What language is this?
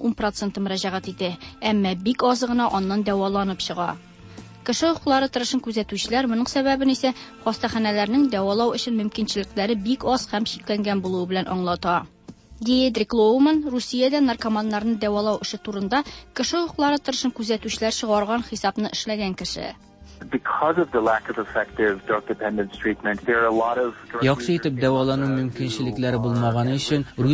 Tatar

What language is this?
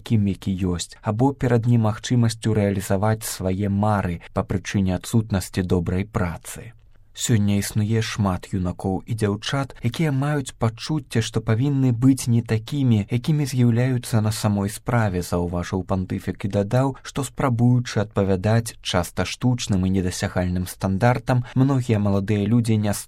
Belarusian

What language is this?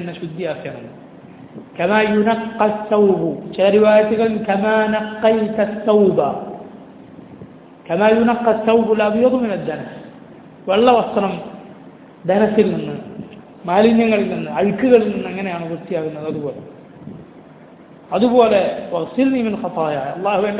Malayalam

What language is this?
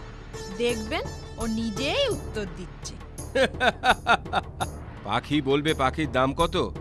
Bangla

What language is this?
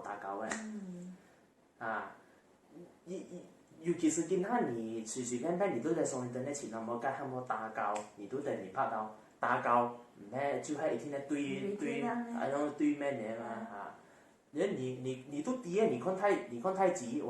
Hakka Chinese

